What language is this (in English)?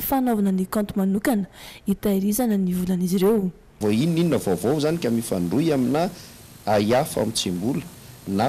Malagasy